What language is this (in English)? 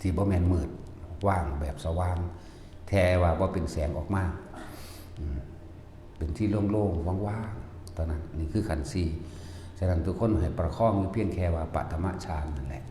Northeastern Thai